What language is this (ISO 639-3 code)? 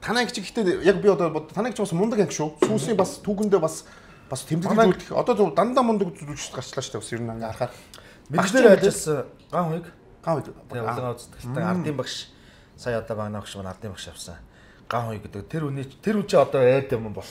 mon